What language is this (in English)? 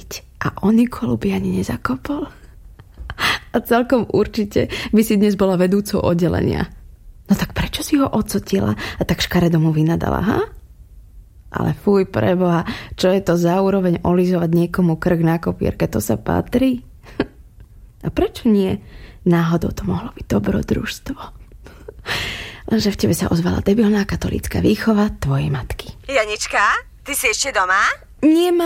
Slovak